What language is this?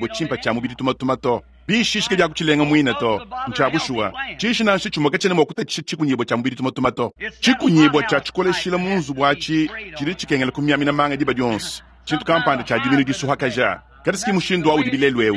Luba-Lulua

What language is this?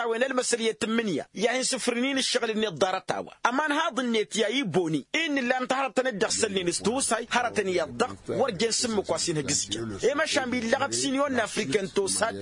Tamasheq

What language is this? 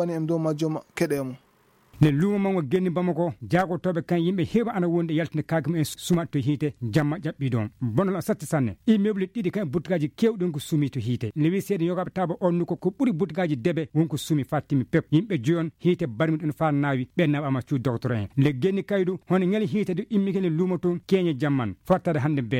Fula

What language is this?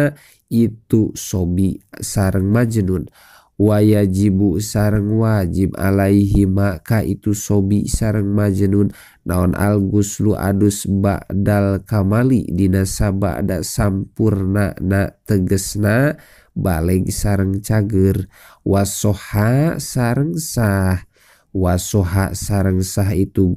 Sundanese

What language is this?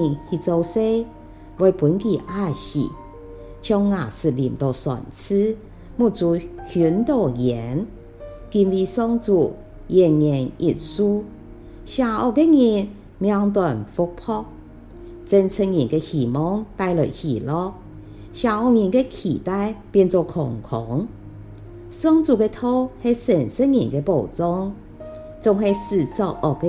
Hakka Chinese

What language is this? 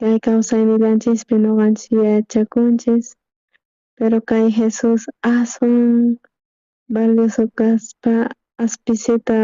South Bolivian Quechua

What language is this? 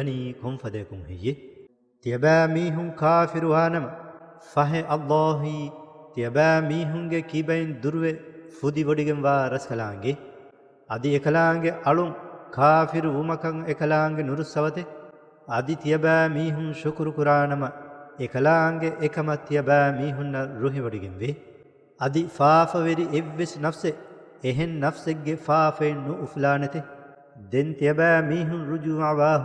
Divehi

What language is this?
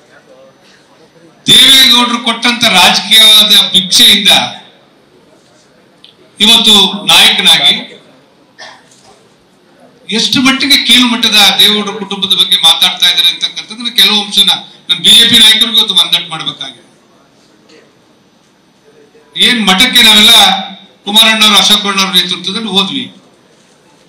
Kannada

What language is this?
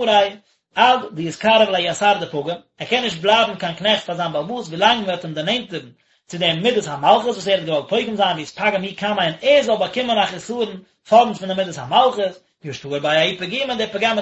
Yiddish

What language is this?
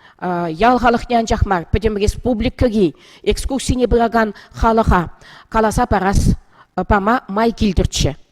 Chuvash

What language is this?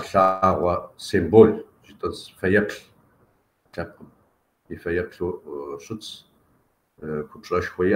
Kabardian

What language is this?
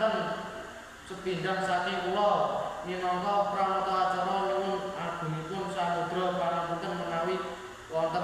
Javanese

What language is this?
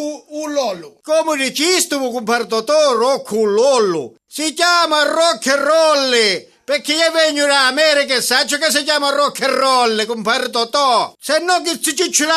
Sicilian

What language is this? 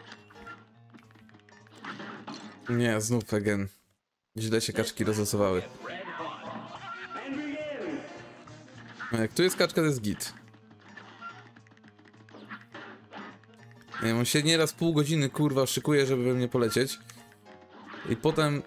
Polish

